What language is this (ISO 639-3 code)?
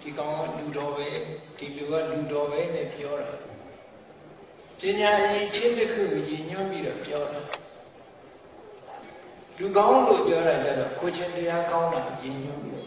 mya